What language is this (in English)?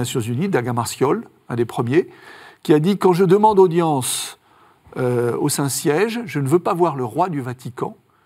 French